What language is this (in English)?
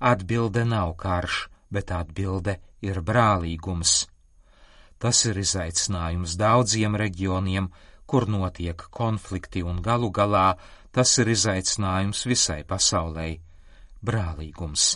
Latvian